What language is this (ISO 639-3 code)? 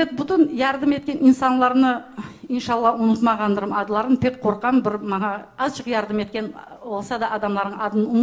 crh